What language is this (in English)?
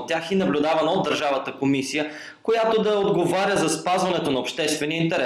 Bulgarian